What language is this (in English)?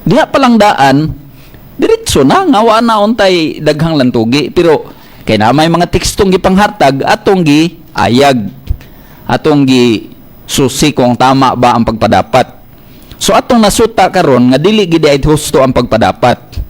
Cebuano